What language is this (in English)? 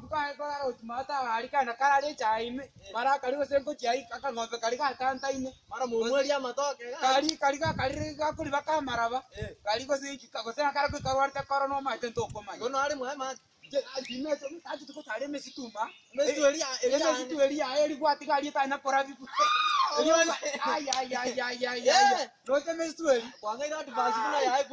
Gusii